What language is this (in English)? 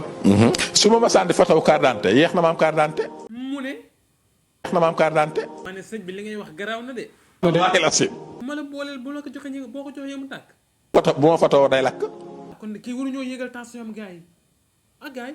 Wolof